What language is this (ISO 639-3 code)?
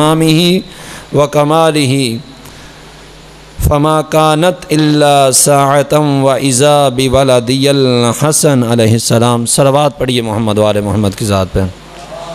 urd